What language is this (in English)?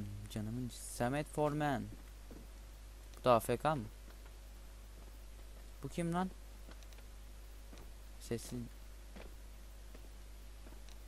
Turkish